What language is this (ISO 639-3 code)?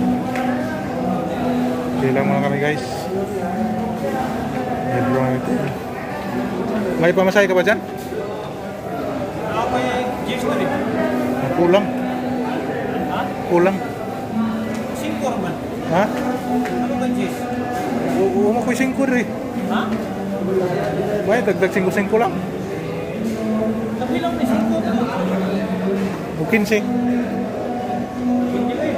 fil